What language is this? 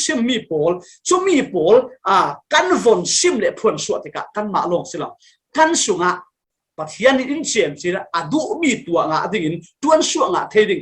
Falam Chin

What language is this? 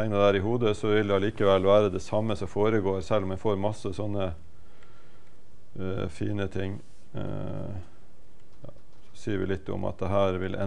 Norwegian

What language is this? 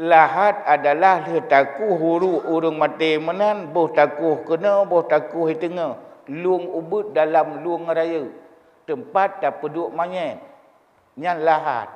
Achinese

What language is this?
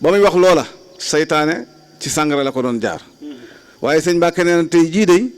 Wolof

